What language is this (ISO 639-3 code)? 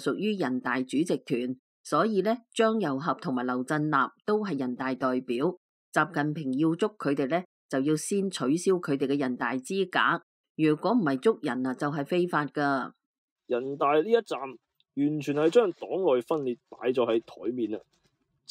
yue